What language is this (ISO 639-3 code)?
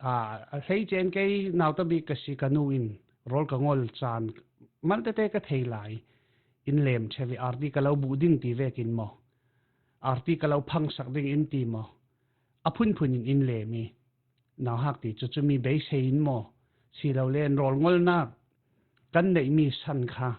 cfm